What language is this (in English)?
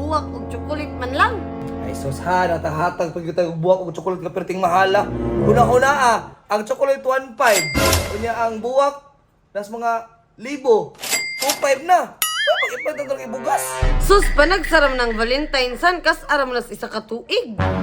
Cebuano